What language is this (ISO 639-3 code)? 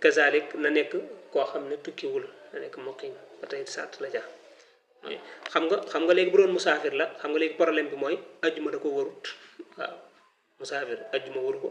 wol